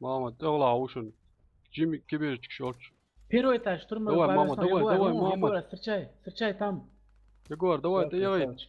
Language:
Chechen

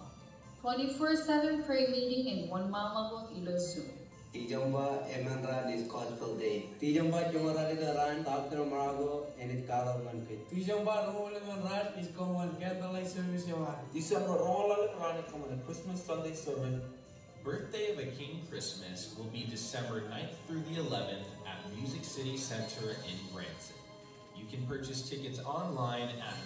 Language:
Marshallese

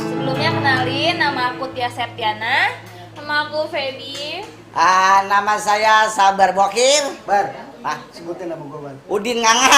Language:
Betawi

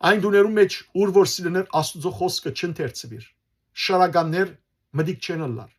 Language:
Western Armenian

